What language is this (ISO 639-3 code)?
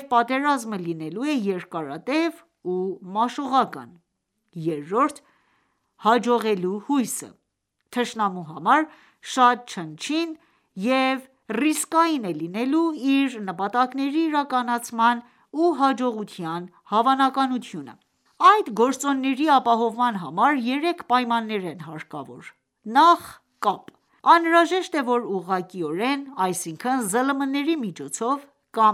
hye